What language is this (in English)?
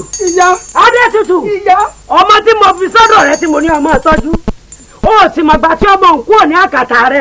Yoruba